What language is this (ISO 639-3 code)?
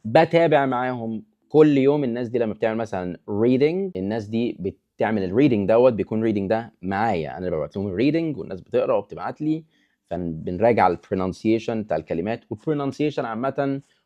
arz